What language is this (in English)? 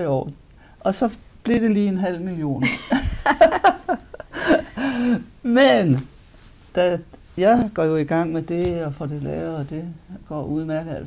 Danish